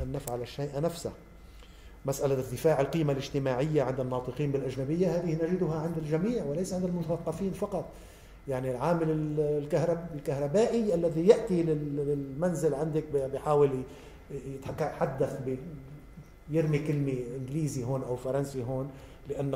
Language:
Arabic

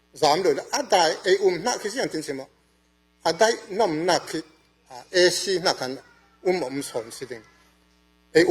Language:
Falam Chin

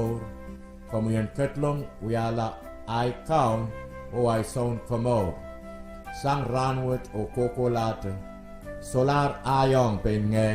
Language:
Pohnpeian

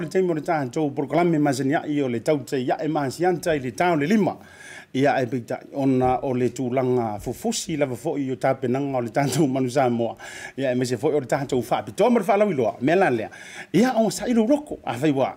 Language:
Samoan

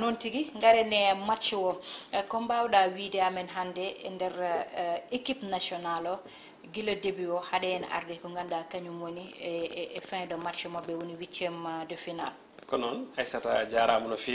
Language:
Fula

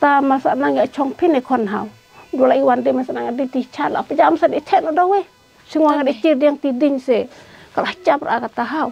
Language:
Khasi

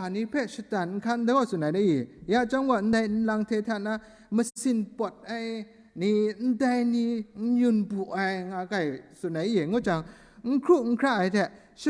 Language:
Kachin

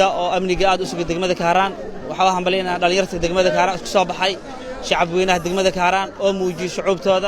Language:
Somali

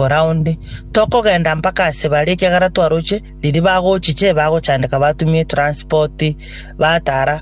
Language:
Gusii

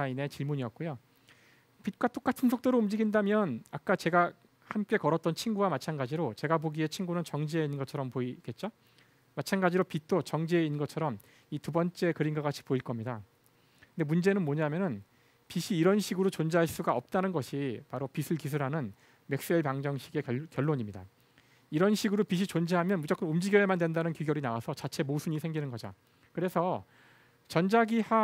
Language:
Korean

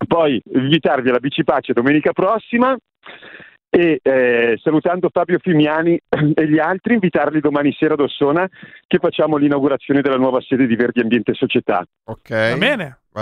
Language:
Italian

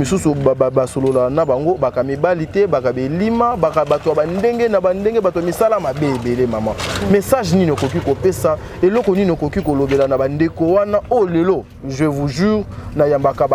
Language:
Lingala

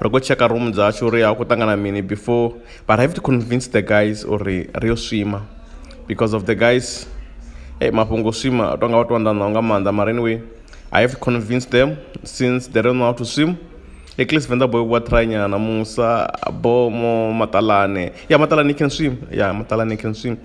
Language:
Venda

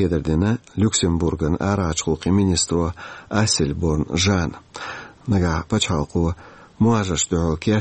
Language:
Chechen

